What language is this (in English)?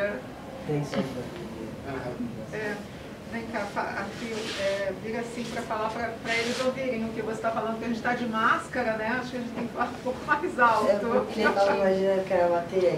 Portuguese